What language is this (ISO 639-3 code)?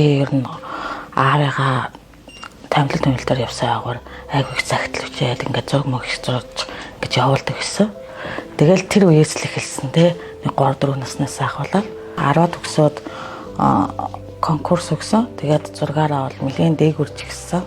mon